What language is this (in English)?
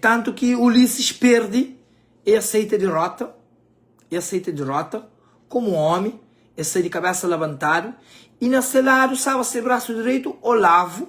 Kabuverdianu